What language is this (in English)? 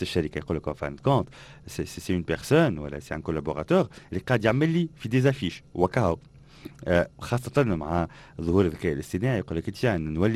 Tunisian Arabic